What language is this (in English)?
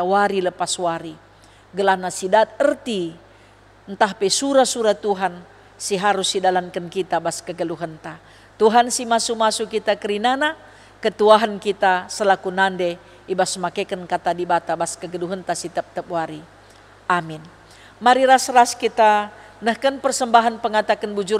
Batak Karo